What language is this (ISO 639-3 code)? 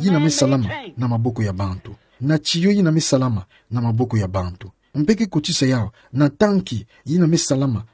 ktu